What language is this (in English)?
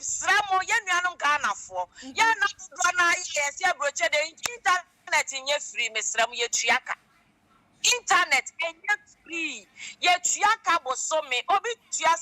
Akan